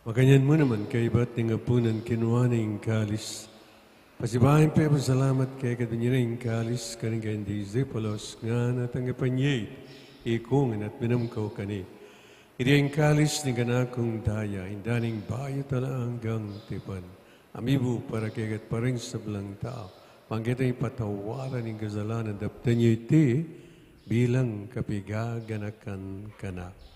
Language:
Pampanga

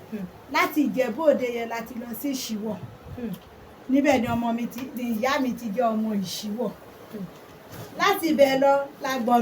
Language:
Yoruba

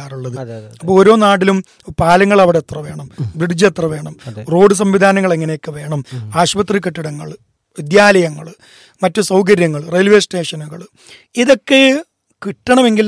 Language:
Malayalam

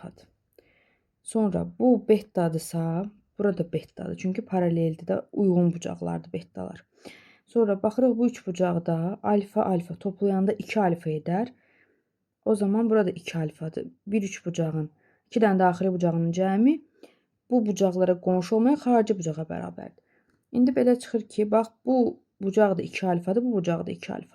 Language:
Azerbaijani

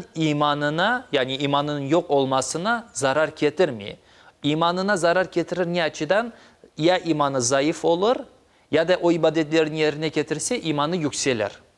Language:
Crimean Tatar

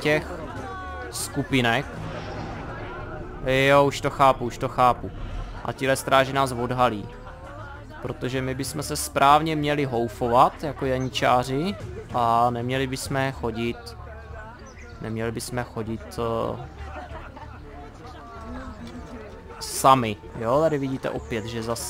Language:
Czech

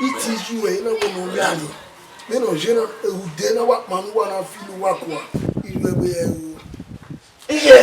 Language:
Bini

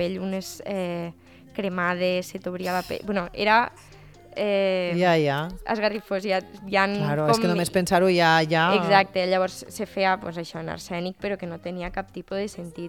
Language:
Catalan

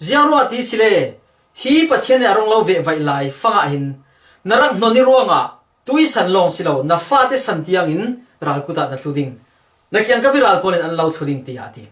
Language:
Falam Chin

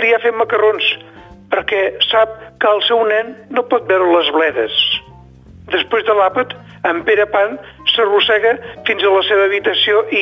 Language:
Catalan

